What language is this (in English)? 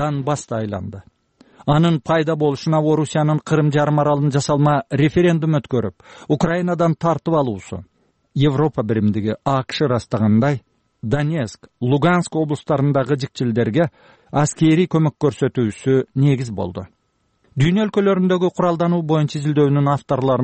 Kyrgyz